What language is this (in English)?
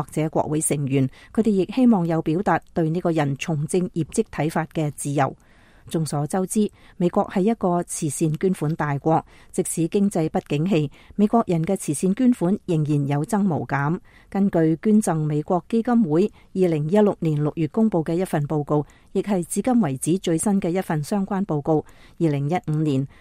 Cantonese